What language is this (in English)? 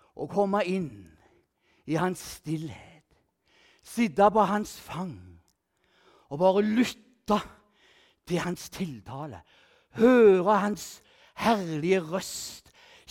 Norwegian